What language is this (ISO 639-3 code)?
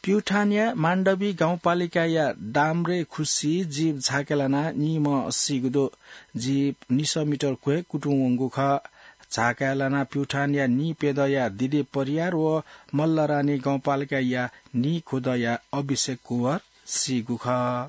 new